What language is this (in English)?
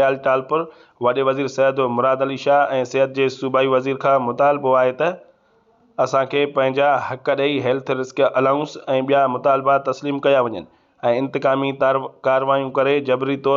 Sindhi